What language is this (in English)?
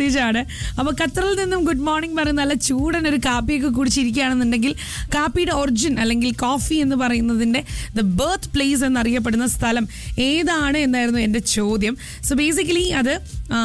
Malayalam